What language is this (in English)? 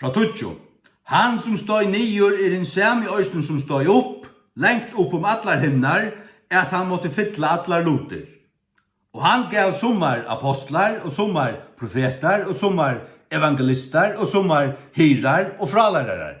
Faroese